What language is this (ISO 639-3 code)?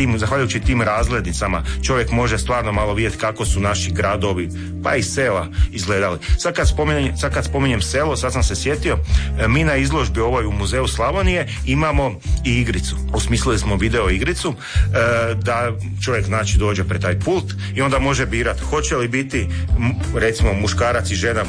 hrv